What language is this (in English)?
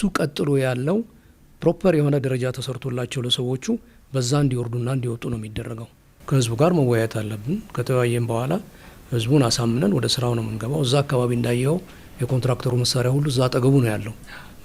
Amharic